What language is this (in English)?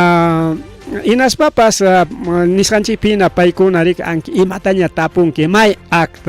Ayacucho Quechua